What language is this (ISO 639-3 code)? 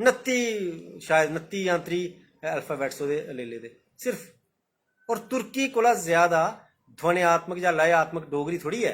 doi